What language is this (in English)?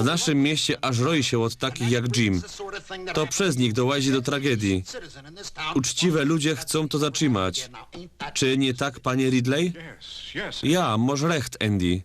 Silesian